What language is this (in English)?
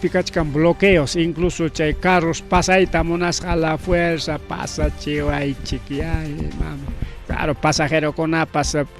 Ayacucho Quechua